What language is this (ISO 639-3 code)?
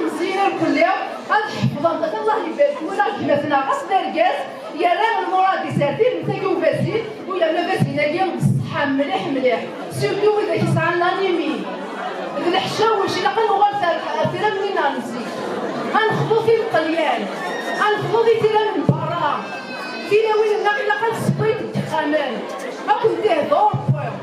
kab